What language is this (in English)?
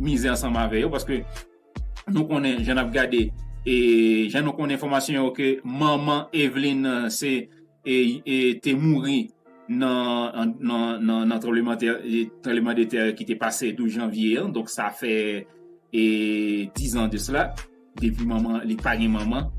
Haitian Creole